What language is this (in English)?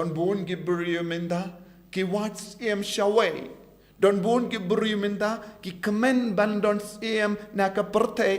Khasi